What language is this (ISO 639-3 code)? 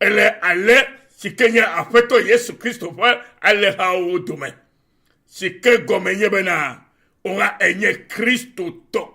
ewe